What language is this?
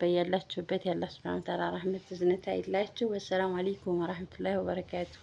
Amharic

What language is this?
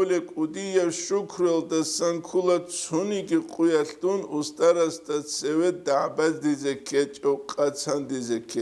Avaric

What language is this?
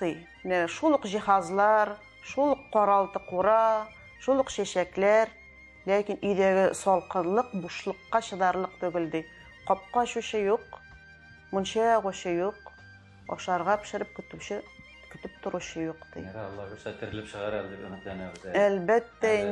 Tatar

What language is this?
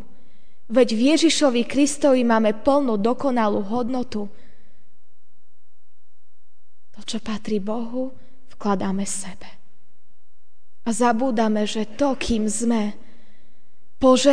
Slovak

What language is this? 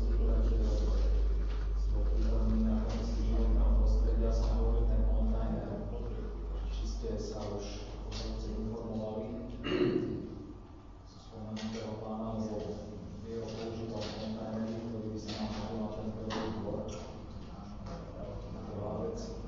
Slovak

